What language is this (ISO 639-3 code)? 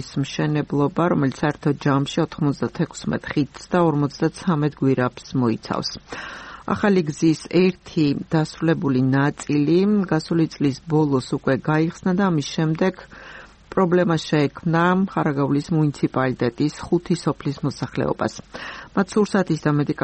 kat